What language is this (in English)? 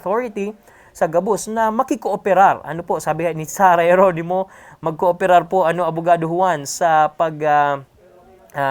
Bikol